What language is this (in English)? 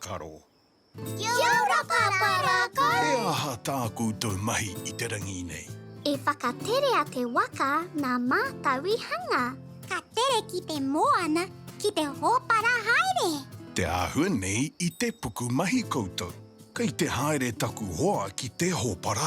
Māori